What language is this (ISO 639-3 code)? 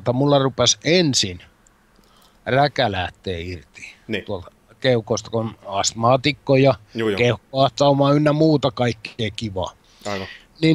fin